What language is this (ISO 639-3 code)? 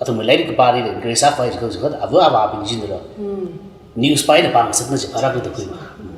nmf